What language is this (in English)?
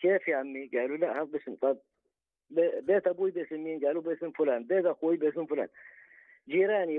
North Levantine Arabic